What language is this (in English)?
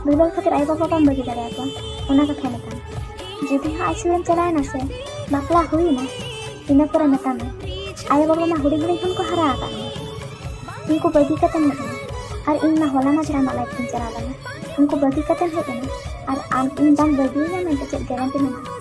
Santali